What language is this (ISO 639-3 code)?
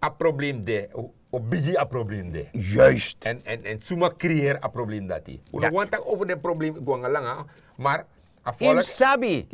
srn